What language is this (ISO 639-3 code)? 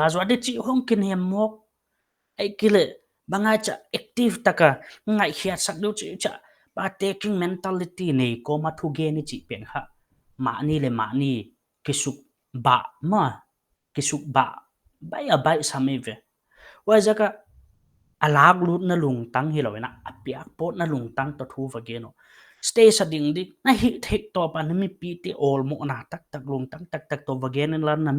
pck